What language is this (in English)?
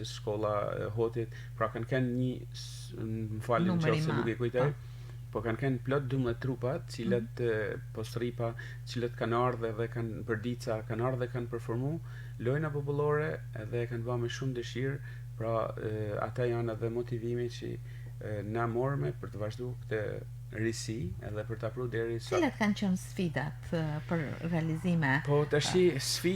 Albanian